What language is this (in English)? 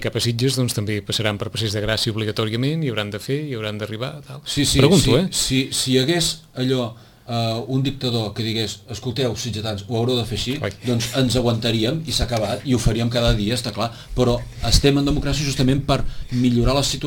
Catalan